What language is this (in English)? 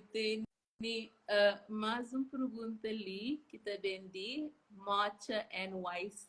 Kabuverdianu